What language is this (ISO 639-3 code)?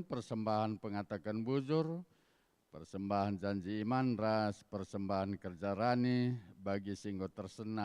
btx